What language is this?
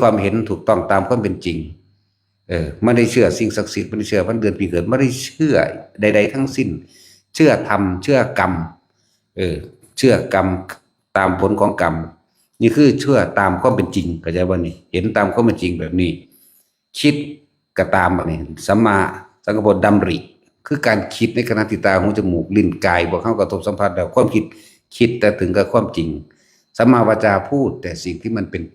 Northeastern Thai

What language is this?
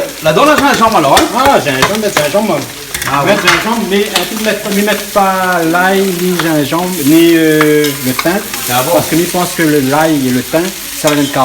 Réunion Creole French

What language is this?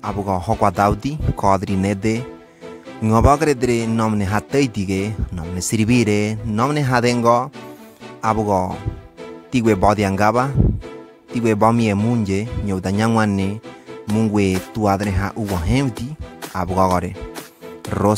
Ngäbere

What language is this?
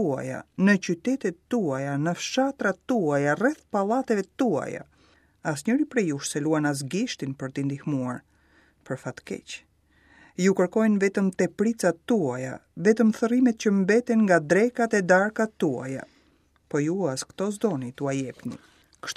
Albanian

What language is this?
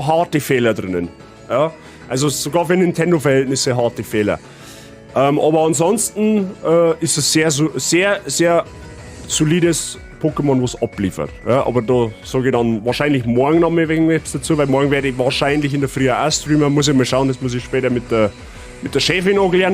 Bavarian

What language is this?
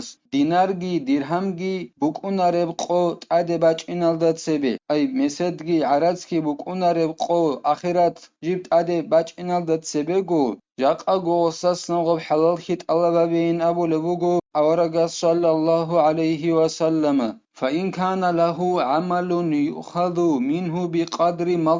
Avaric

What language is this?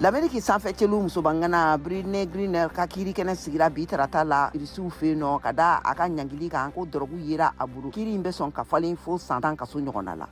Bambara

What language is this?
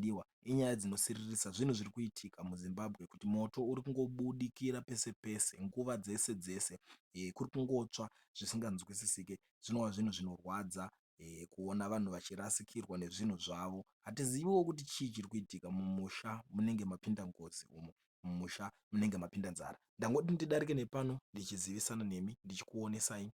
Shona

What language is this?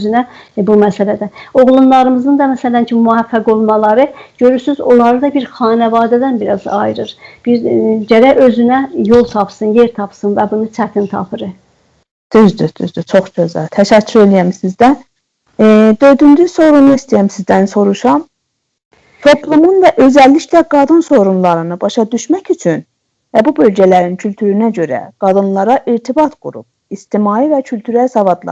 South Azerbaijani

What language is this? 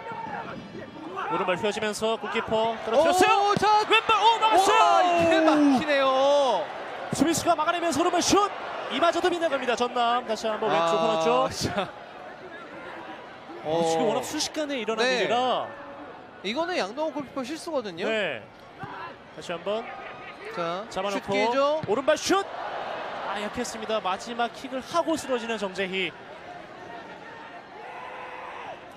Korean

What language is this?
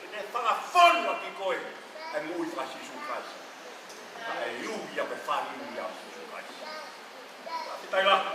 Tongan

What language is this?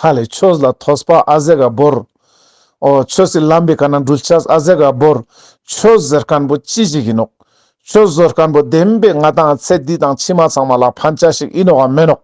Ladakhi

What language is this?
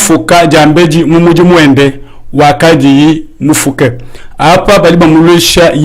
Luba-Lulua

